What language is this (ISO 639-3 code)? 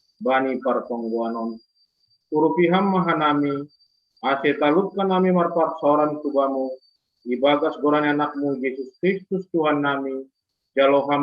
bts